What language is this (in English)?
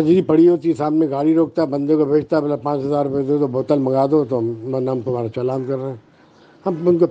Urdu